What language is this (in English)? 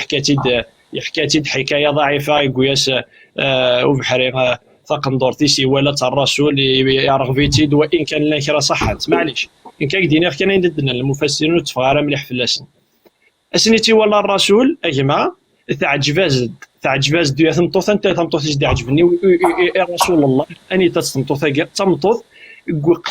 Kabyle